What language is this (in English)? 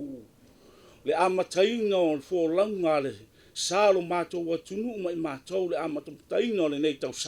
Samoan